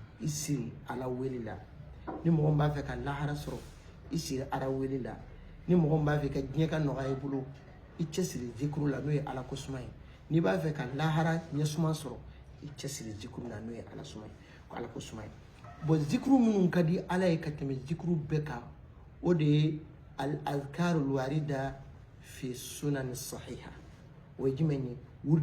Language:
Bambara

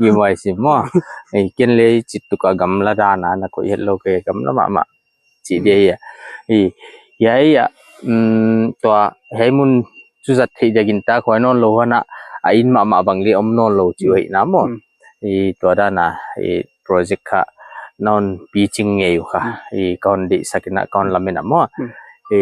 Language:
Paite Chin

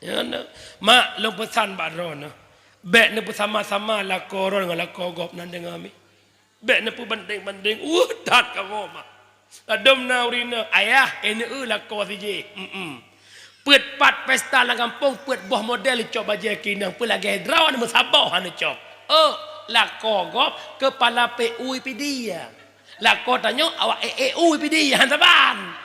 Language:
Achinese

